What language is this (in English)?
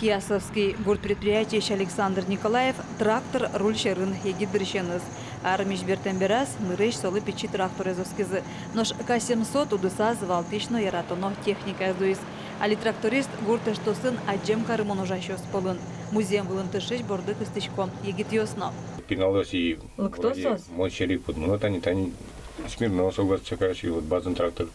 Udmurt